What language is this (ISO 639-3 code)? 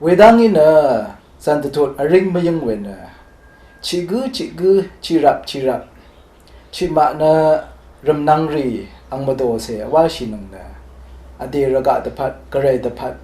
raw